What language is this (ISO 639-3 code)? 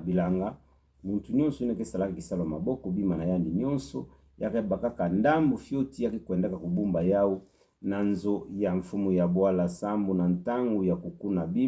ktu